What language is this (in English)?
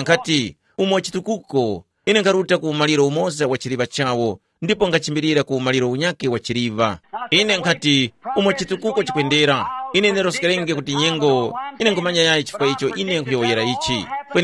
Tumbuka